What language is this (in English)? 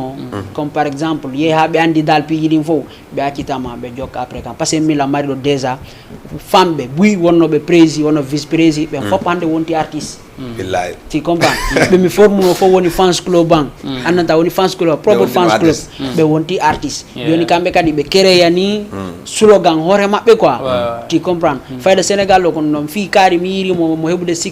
Fula